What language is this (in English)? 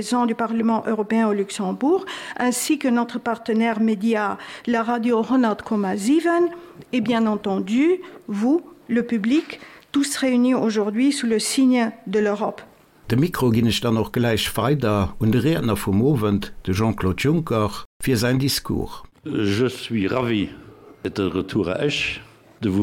Luxembourgish